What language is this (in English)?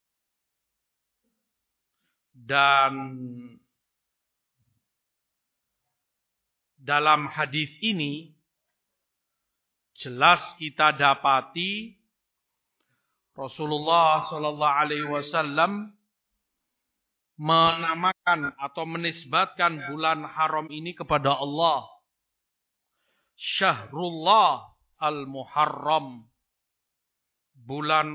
Indonesian